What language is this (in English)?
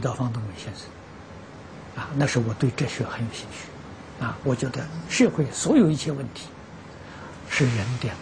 Chinese